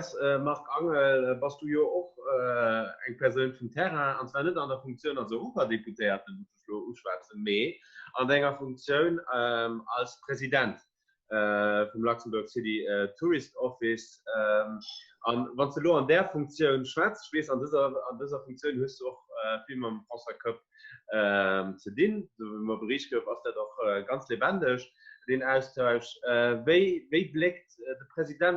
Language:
Luxembourgish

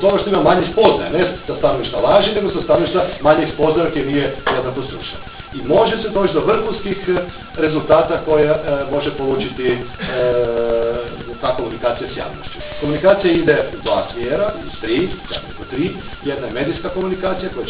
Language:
Croatian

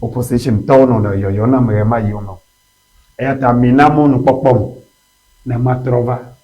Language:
Ewe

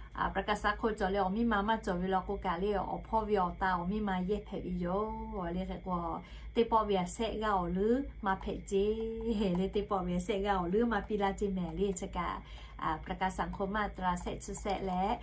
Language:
Lahu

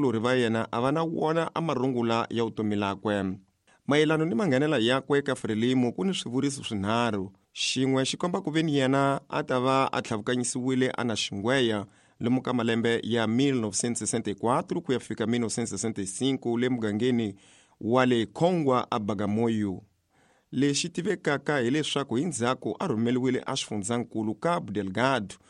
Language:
Tsonga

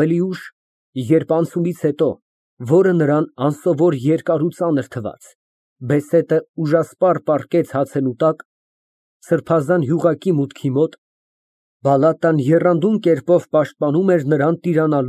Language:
Armenian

